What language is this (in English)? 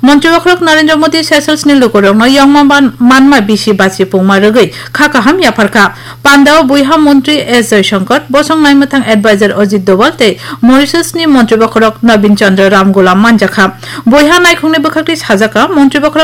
Kok Borok